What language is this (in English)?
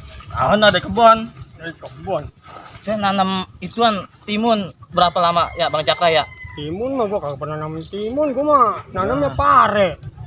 Betawi